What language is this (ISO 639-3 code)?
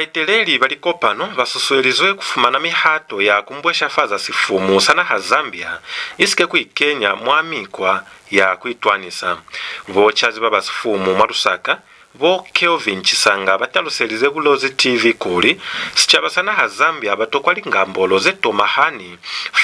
loz